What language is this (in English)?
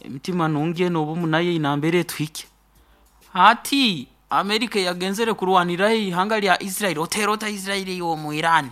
Nyoro